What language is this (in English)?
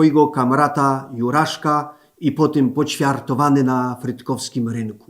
Silesian